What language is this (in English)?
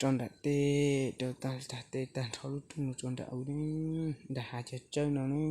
Hmong